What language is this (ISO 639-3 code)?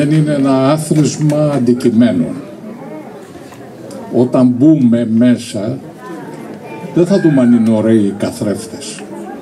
ell